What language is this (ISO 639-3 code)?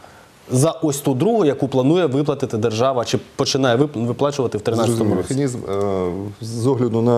ukr